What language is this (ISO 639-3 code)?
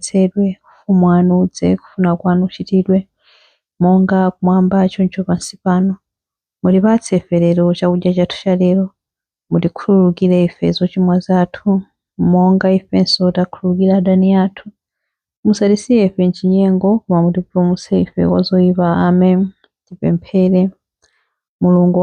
nya